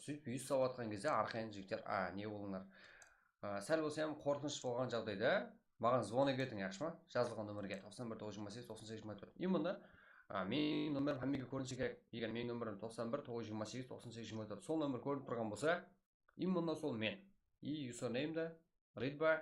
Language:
Kara-Kalpak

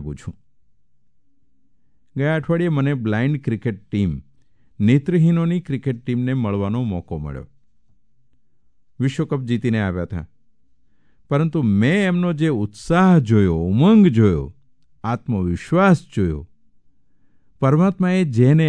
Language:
Gujarati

